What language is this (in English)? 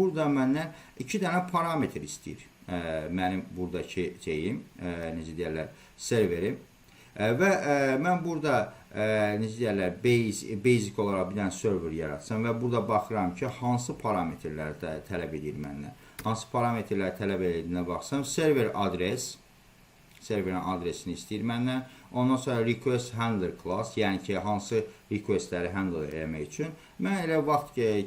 Azerbaijani